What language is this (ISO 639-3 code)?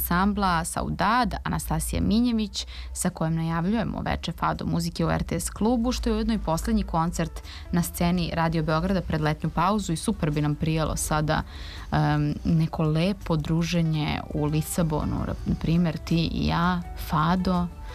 srp